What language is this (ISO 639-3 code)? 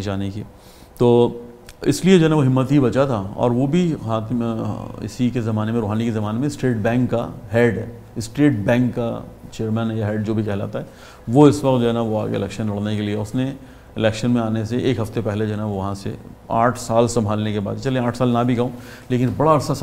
urd